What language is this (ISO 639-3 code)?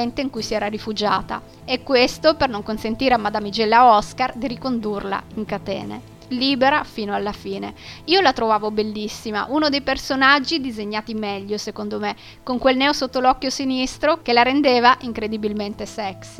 ita